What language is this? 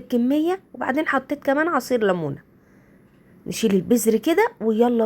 Egyptian Arabic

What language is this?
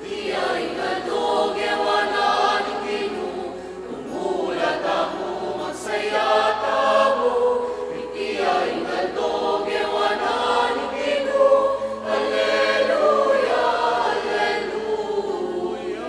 Pampanga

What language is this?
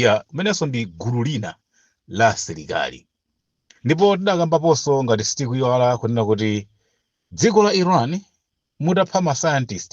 Nyanja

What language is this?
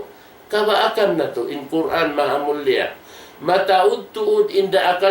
Tausug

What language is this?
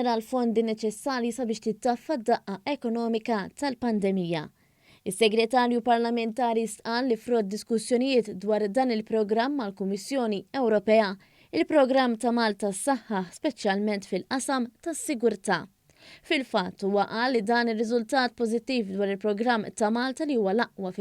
Maltese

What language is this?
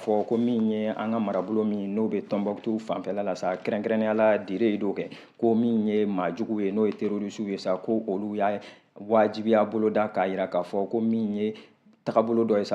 Bambara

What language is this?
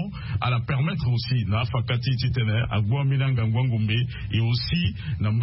Sango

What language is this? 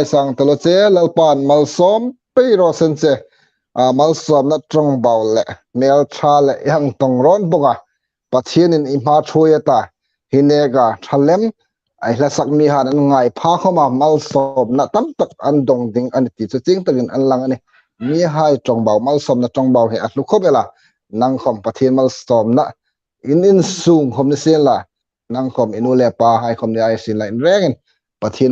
Hmar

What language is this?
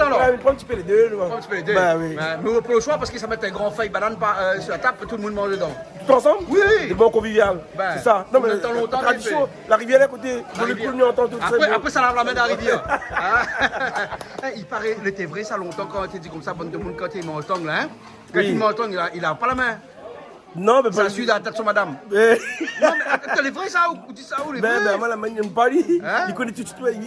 Réunion Creole French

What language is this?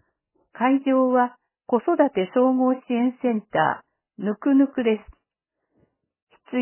Japanese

